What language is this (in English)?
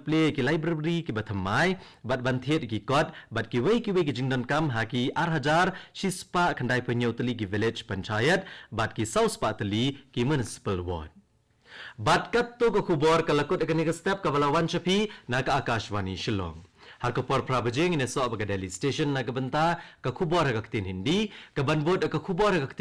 Khasi